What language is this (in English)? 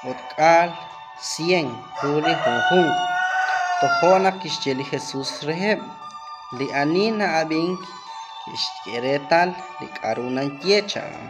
Kekchí